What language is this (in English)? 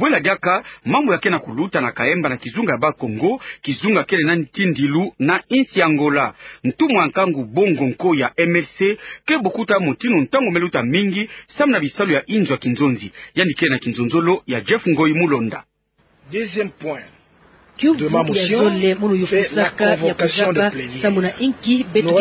Kituba (Democratic Republic of Congo)